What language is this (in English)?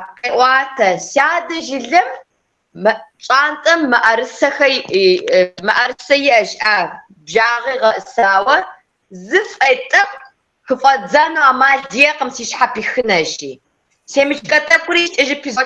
Kabardian